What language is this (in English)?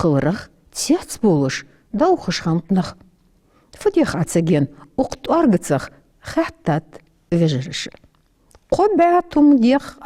Ingush